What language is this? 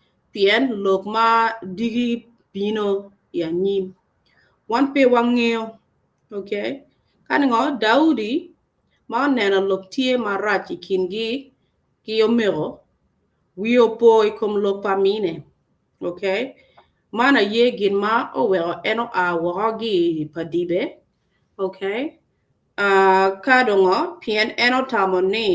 Acoli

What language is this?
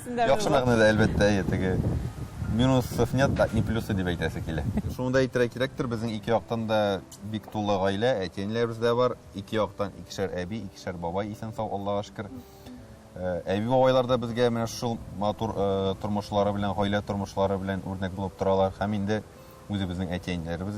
Tatar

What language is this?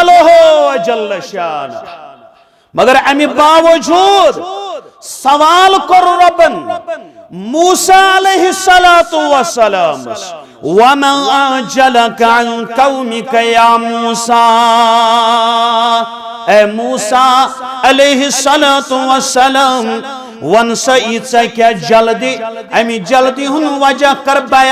Kashmiri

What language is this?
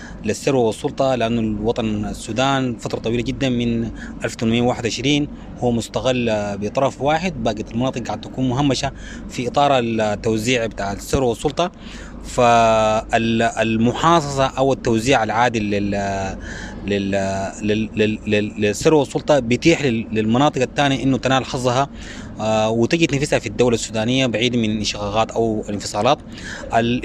Sudanese Arabic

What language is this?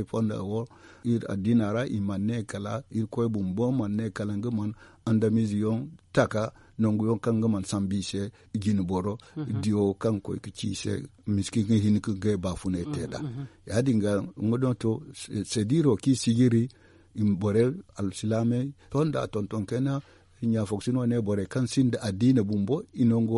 Zarma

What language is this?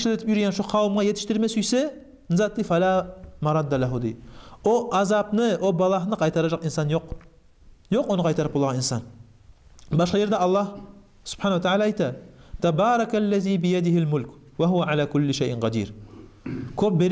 Kumyk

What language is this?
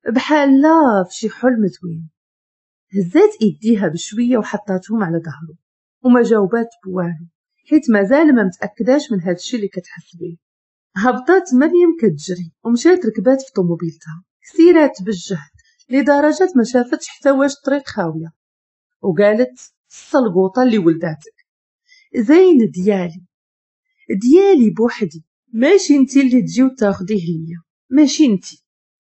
Moroccan Arabic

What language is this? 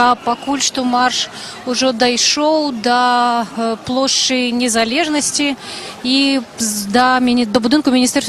Belarusian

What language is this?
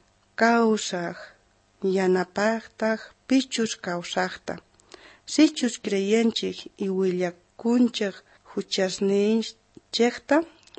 South Bolivian Quechua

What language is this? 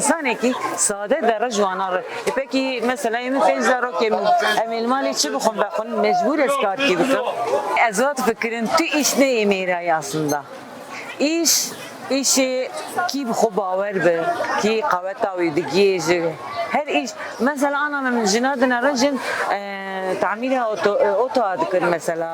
Kurdish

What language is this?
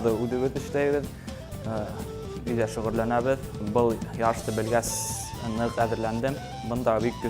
Bashkir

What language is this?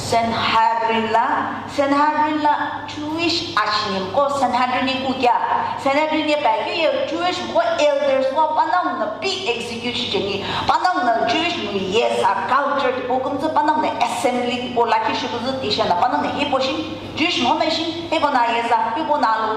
Sumi Naga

